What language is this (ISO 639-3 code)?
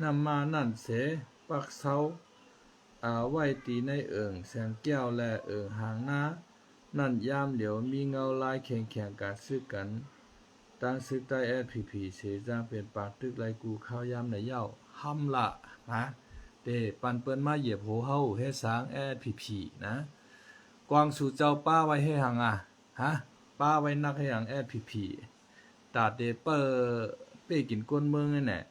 shn